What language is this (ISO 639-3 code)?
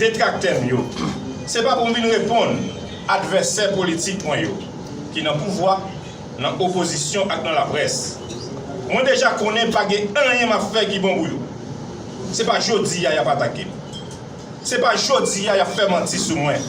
hat